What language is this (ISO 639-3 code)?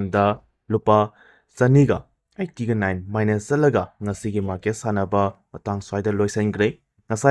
mni